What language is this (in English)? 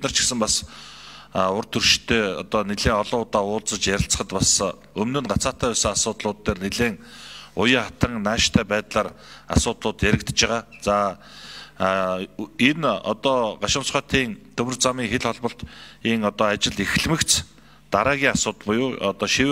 Mongolian